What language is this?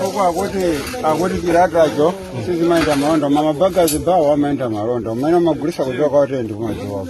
Nyanja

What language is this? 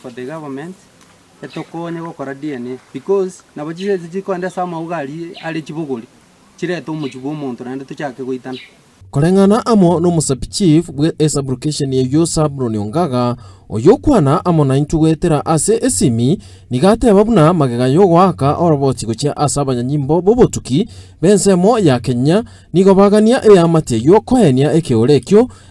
Gusii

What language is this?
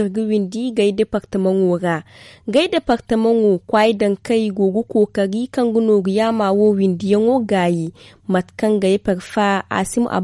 Zarma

